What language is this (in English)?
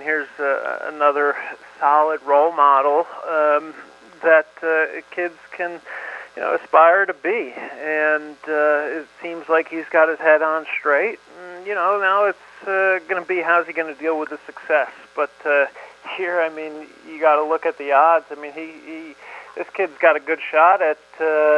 English